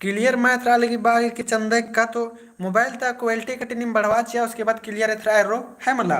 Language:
Kurukh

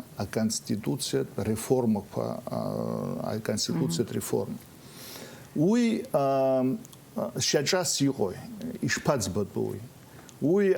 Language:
Abkhazian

